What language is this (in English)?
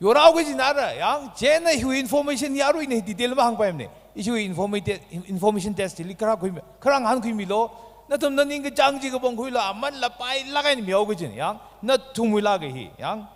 Tangkhul Naga (India)